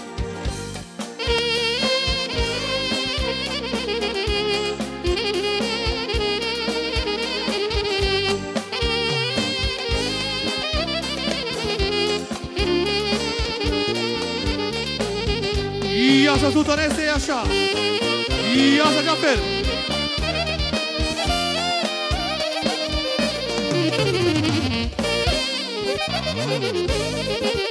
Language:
Romanian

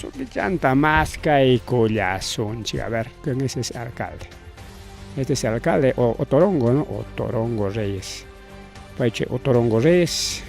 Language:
Ayacucho Quechua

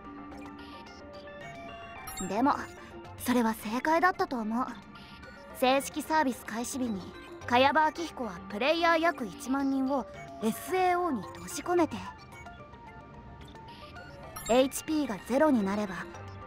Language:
Japanese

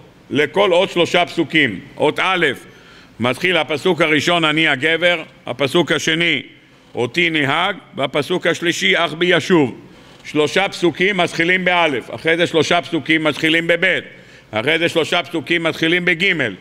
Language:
Hebrew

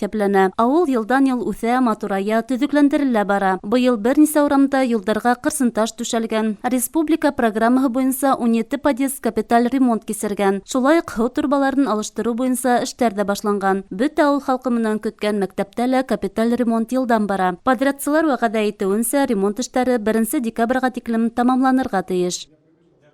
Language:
Bashkir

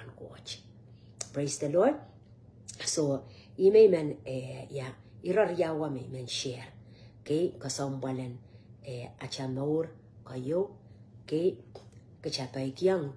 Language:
Pohnpeian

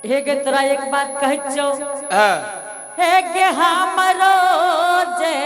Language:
Angika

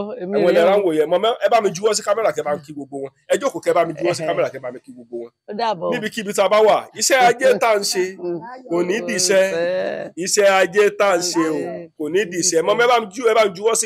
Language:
Yoruba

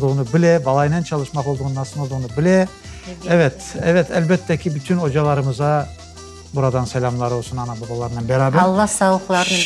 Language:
Crimean Tatar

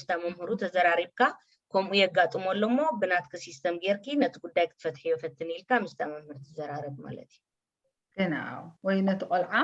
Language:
Tigrinya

